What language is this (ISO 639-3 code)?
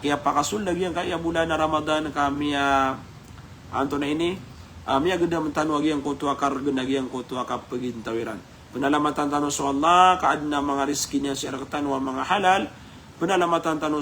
mrw